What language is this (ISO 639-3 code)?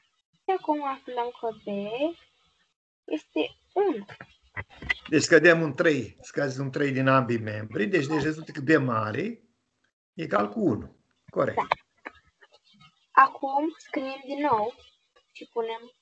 ron